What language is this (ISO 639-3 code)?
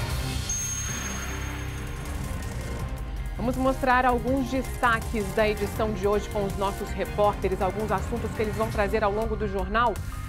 por